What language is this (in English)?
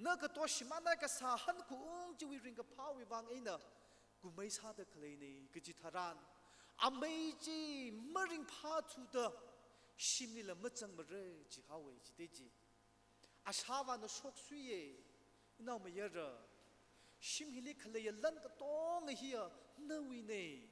Tangkhul Naga (India)